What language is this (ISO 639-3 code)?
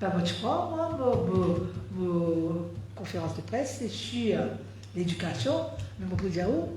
mfe